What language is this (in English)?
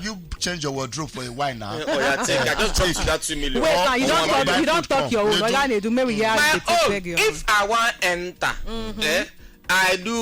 Nigerian Pidgin